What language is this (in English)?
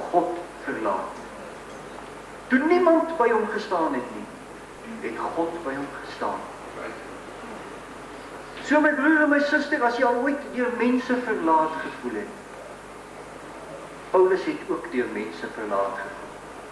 Afrikaans